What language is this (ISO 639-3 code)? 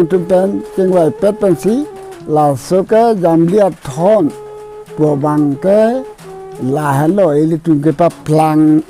mjw